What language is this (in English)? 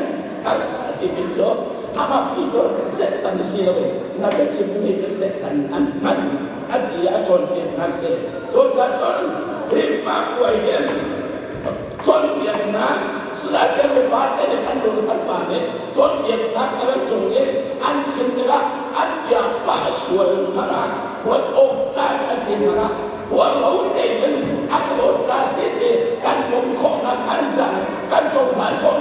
Hakha Chin